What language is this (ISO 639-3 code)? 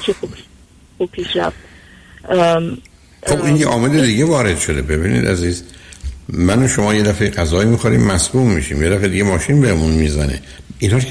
fas